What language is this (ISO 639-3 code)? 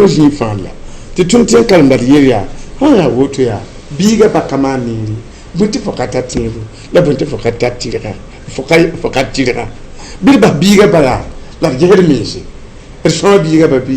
mos